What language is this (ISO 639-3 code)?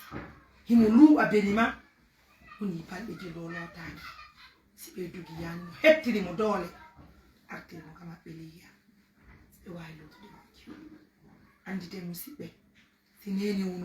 ful